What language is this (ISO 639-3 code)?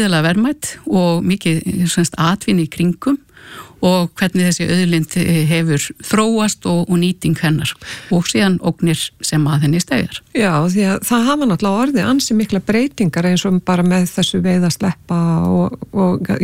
isl